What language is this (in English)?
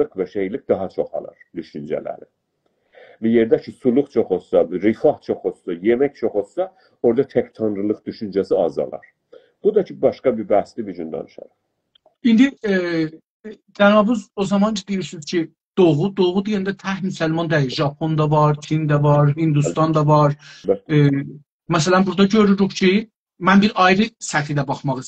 South Azerbaijani